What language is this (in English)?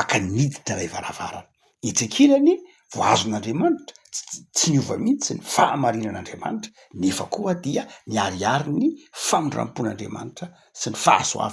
Malagasy